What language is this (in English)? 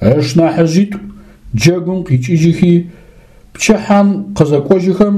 Adyghe